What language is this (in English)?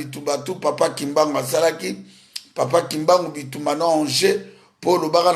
Lingala